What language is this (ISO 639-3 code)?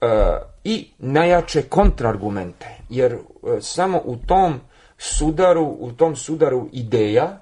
srp